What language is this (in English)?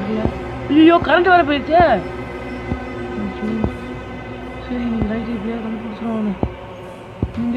Tamil